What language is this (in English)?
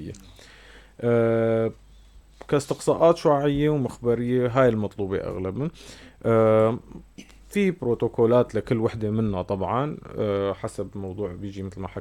North Levantine Arabic